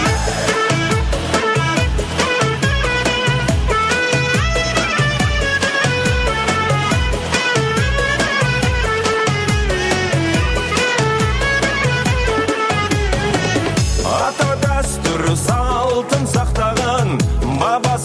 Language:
Kazakh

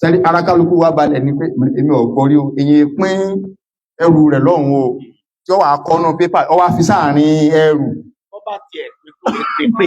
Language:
Yoruba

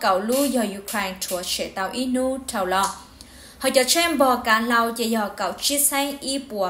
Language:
Vietnamese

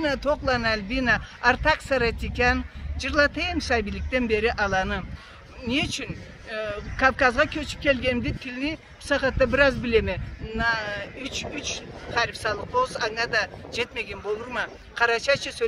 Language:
Karachay-Balkar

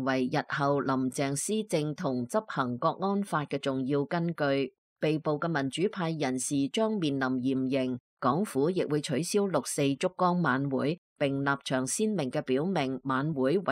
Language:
Cantonese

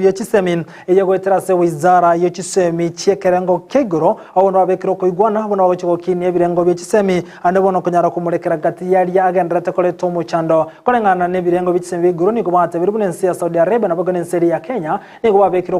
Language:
Gusii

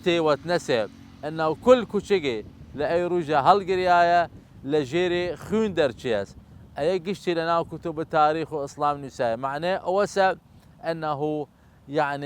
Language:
Southern Kurdish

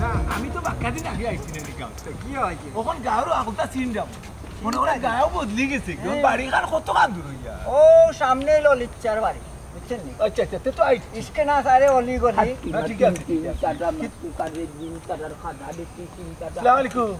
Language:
Sylheti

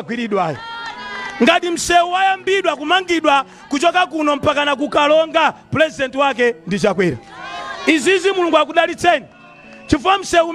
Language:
Nyanja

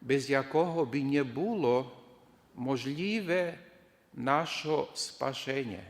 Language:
Rusyn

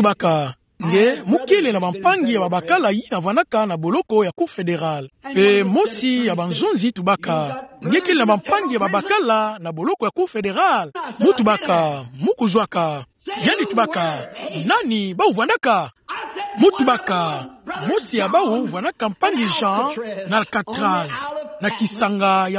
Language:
Kituba (Democratic Republic of Congo)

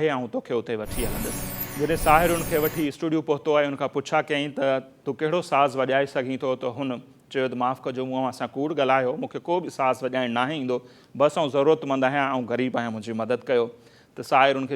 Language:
Sindhi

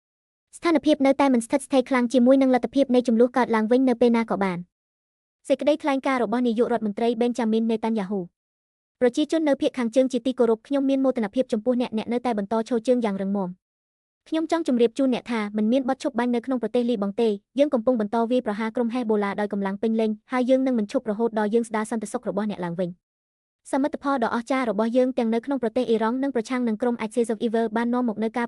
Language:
Khmer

